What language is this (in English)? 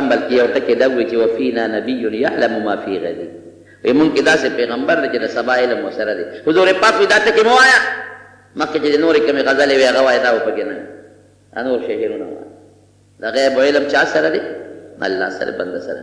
Pashto